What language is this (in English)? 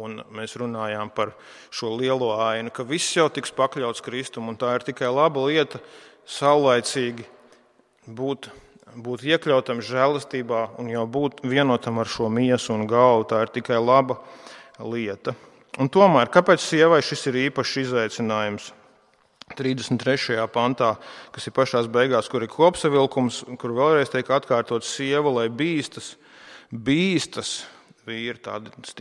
Latvian